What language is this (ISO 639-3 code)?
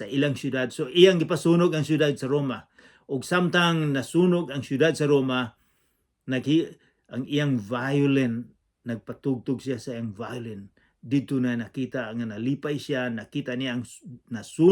ceb